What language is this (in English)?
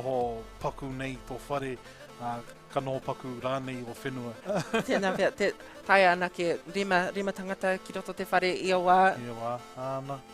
Māori